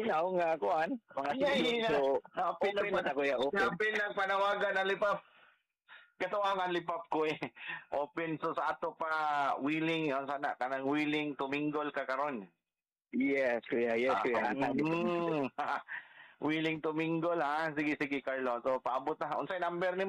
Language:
Cebuano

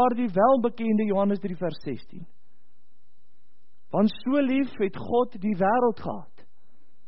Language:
Afrikaans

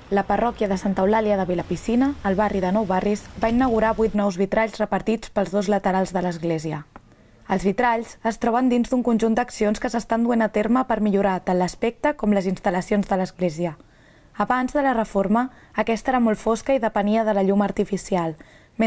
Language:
Catalan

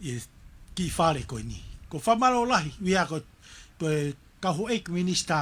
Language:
Tongan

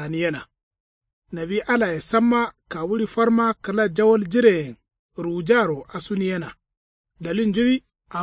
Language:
Kanuri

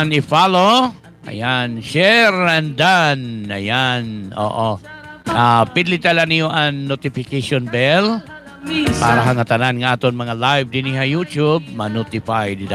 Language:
Waray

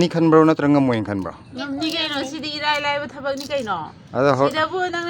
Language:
Manipuri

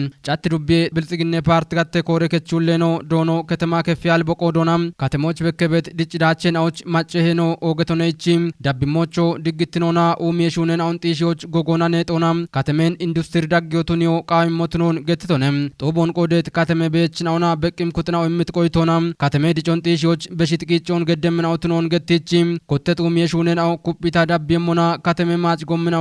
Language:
Kafa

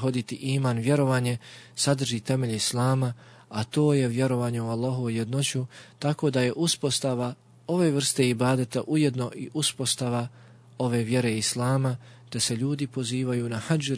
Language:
Bosnian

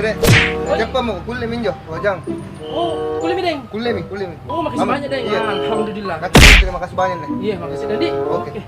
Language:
Makassar Malay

